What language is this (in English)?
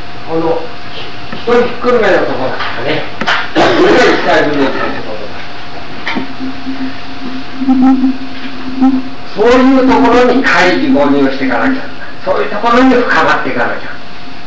Japanese